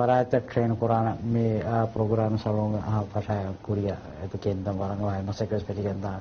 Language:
Divehi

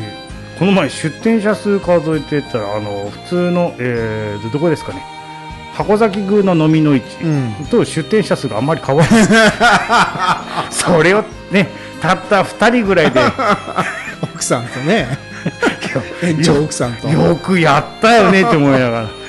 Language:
Japanese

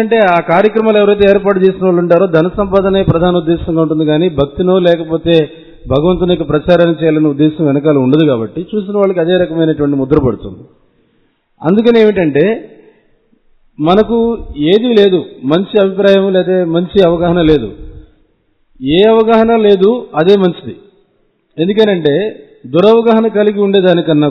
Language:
Telugu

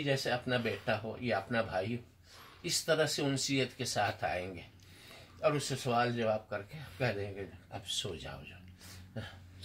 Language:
Urdu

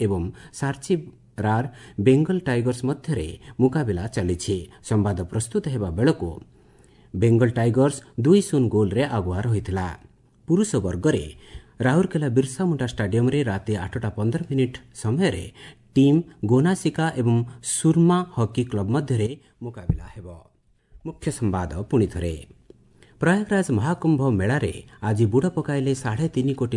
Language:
Odia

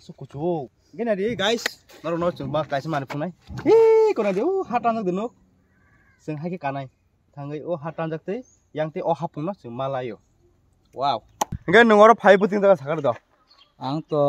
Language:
Kok Borok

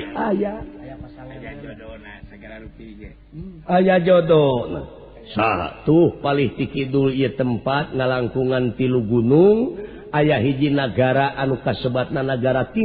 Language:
Sundanese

